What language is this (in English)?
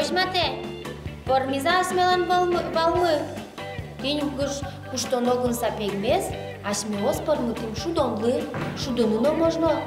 Udmurt